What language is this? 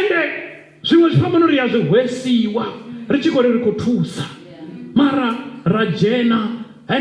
Venda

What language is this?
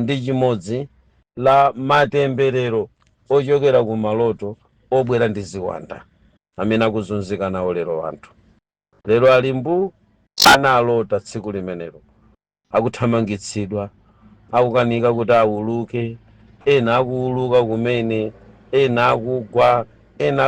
Nyanja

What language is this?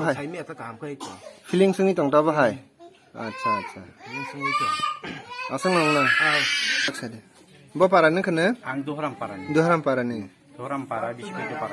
Kok Borok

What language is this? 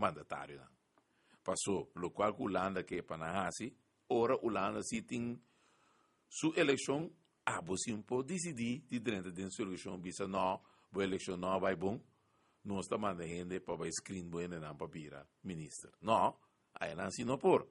Papiamento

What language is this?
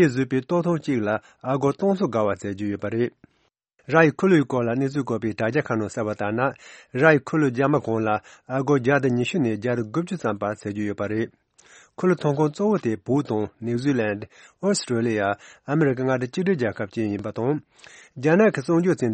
Tibetan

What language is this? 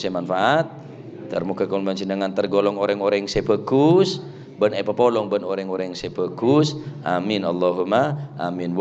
Madurese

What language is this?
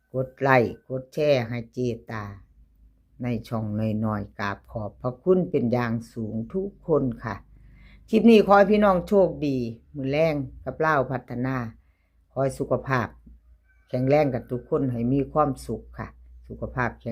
Northeastern Thai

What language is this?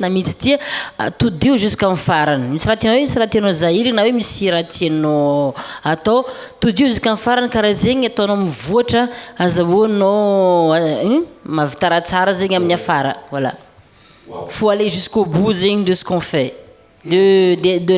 Malagasy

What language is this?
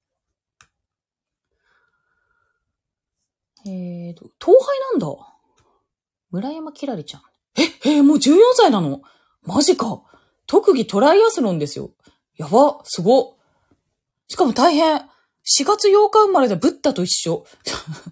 Japanese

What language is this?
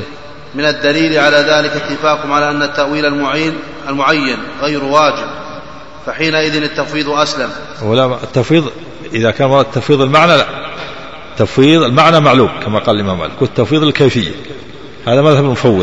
Arabic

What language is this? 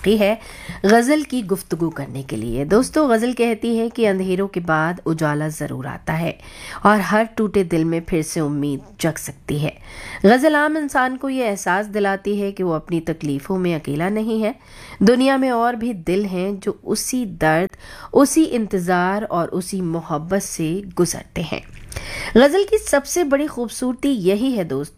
Hindi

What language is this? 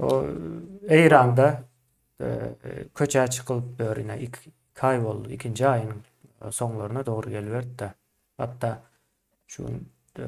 Turkmen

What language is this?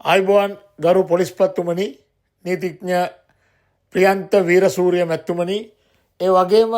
Sinhala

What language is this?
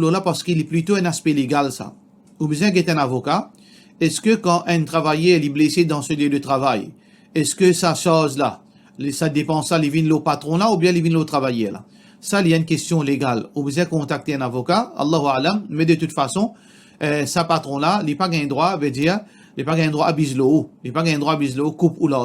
Morisyen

